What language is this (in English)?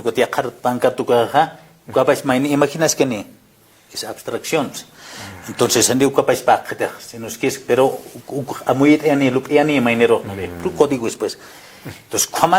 Aymara